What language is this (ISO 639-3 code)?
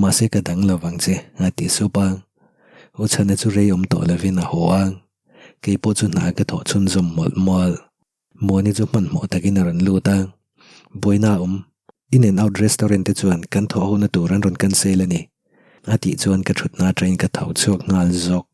lus